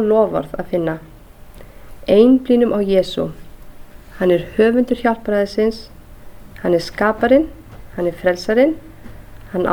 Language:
Icelandic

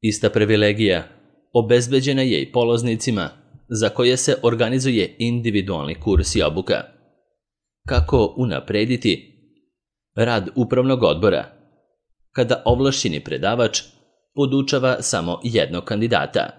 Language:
Serbian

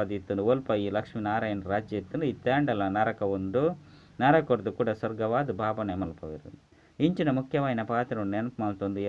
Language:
Tulu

